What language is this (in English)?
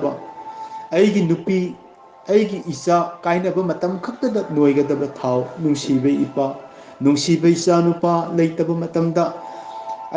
Manipuri